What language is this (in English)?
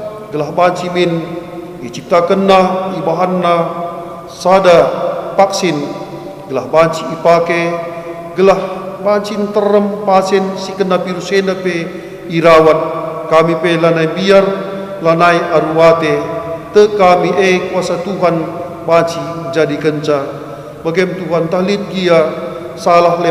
Batak Karo